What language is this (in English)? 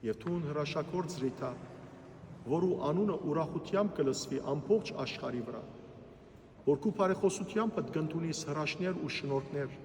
Western Armenian